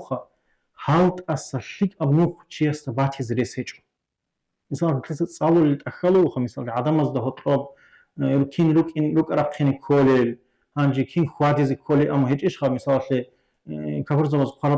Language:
Avaric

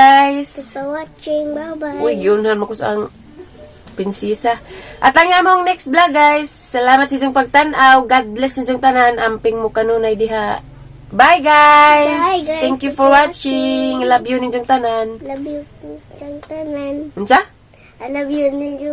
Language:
Cebuano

